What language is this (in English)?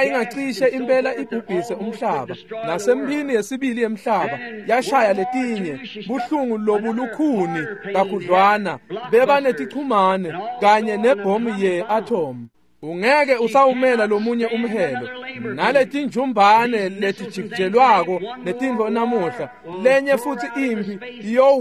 Swati